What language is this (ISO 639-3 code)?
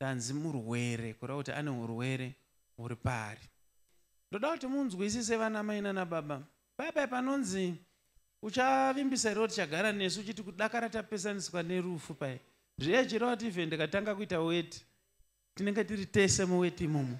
sna